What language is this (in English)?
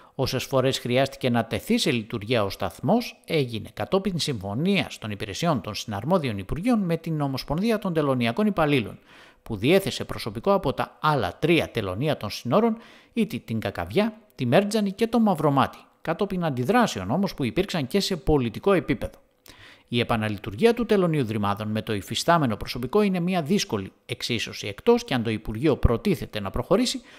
Greek